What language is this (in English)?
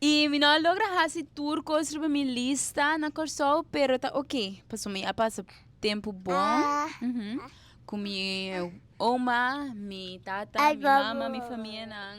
Papiamento